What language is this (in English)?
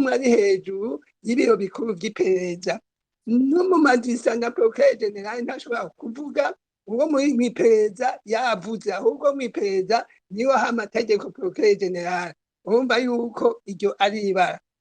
Rundi